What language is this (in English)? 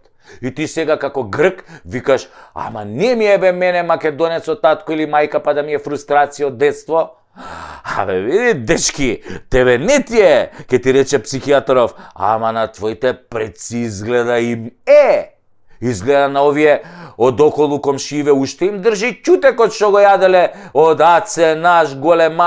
Macedonian